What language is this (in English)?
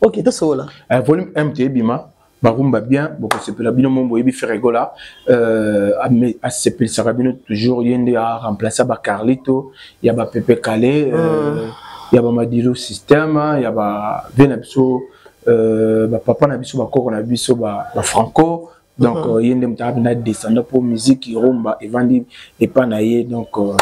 Lingala